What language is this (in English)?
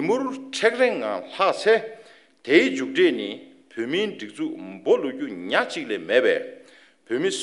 Tibetan